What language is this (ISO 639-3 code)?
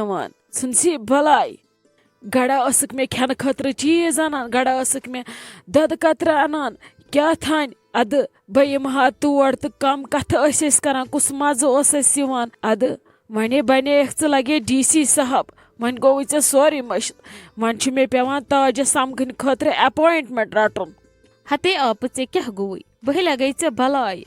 kas